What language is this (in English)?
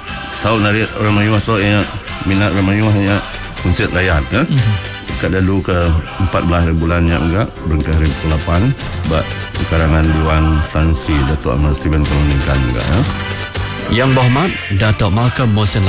Iban